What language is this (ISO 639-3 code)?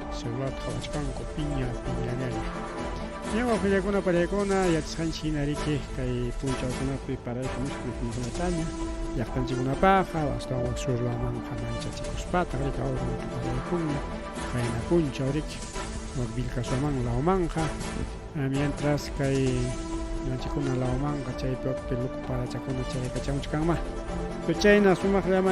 quy